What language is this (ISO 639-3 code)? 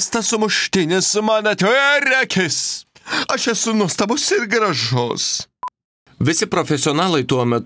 lit